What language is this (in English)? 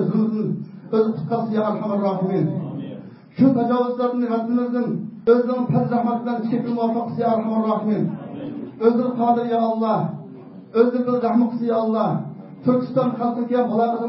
Uyghur